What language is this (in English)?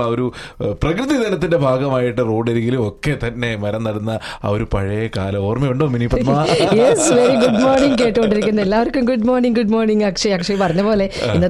Malayalam